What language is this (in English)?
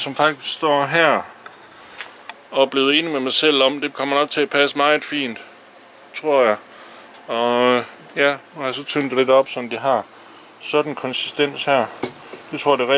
Danish